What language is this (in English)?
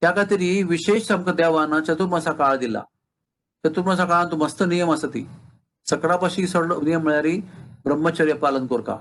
Konkani